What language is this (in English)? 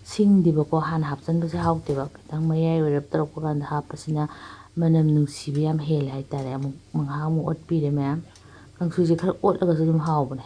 Manipuri